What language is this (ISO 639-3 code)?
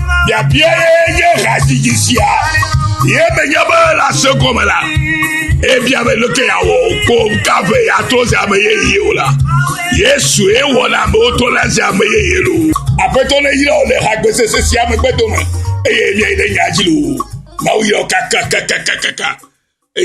ewe